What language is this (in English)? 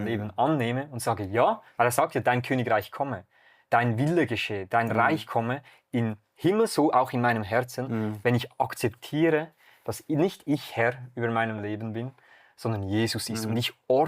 Swiss German